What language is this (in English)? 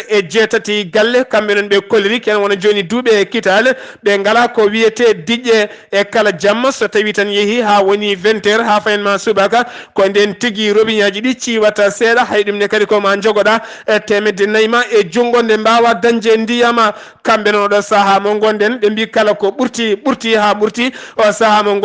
Fula